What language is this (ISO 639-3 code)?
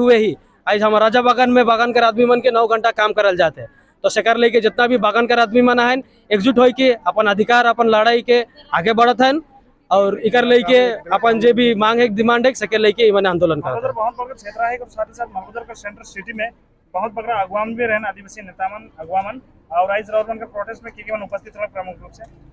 sck